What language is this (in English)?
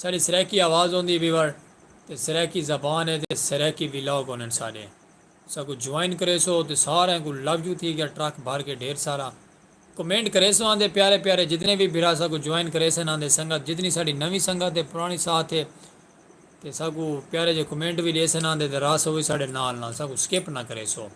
Saraiki